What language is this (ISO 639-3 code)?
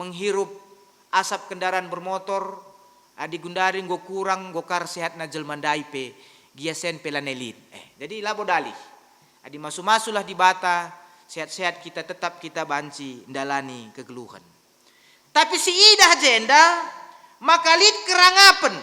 btx